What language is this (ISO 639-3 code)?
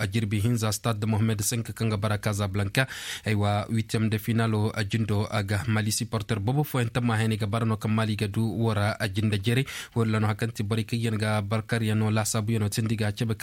ses